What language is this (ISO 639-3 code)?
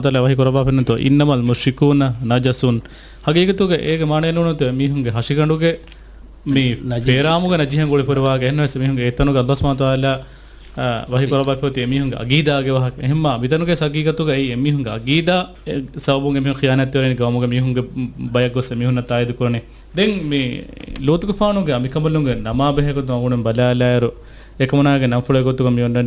div